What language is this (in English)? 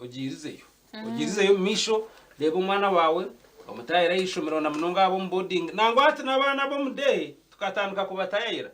Nyankole